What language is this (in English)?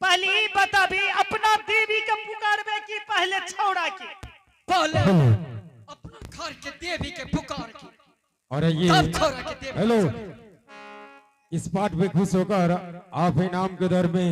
Angika